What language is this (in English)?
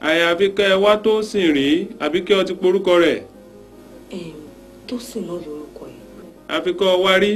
Yoruba